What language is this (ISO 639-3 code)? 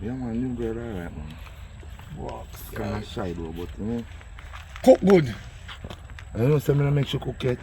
jam